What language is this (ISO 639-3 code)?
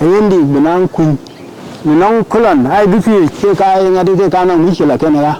din